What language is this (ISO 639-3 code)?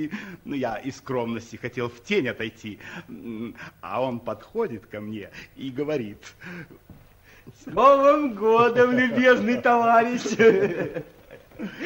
rus